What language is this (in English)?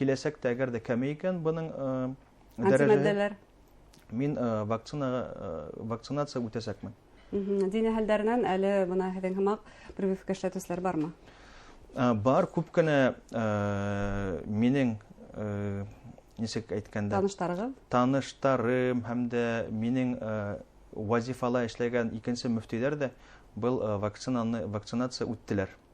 Bashkir